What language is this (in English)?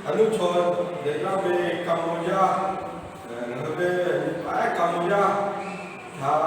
Lahu